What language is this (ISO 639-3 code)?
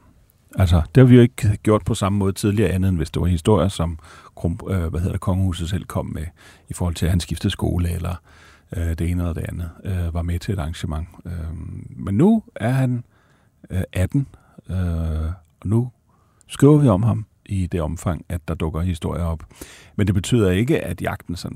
dan